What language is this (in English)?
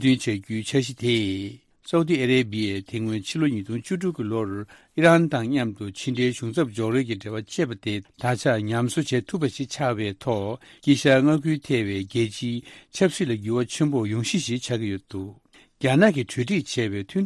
Tibetan